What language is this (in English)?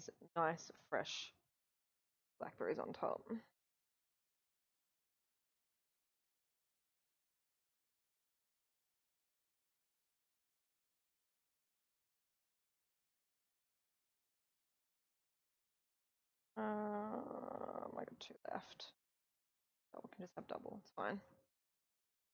English